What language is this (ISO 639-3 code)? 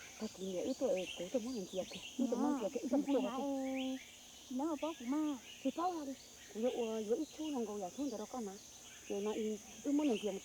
hmn